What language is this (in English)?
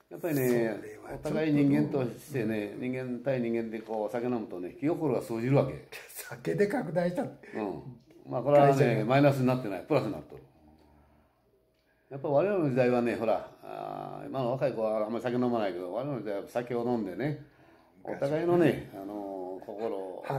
Japanese